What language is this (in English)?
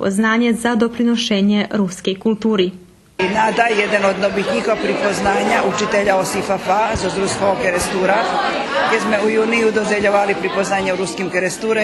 Rusyn